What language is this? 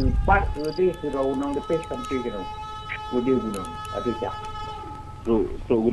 Achinese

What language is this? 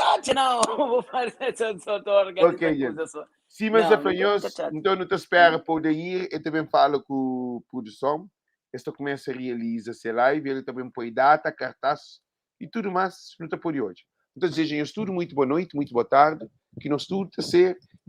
Kabuverdianu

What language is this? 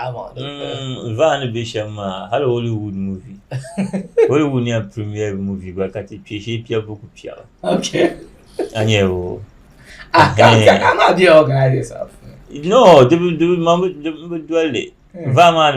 Dagbani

